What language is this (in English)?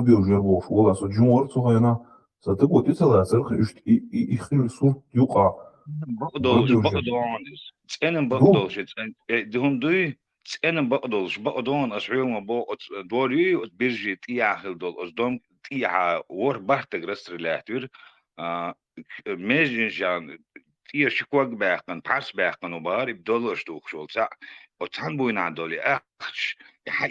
Chechen